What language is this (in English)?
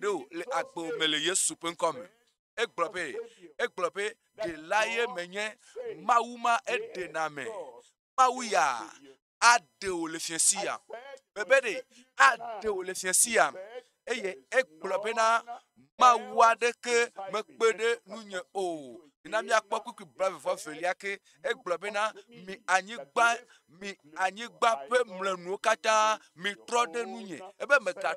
Ewe